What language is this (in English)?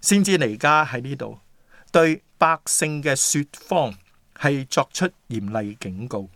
Cantonese